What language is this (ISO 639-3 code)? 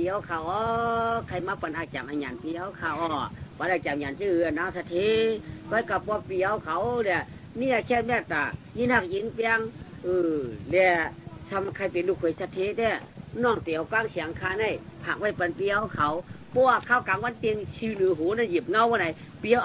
shn